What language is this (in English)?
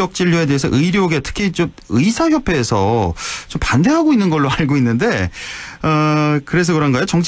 Korean